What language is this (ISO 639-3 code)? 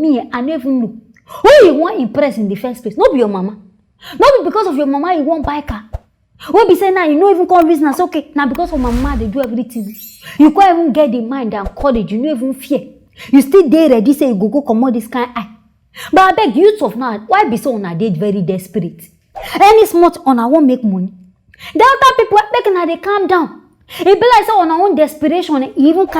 pcm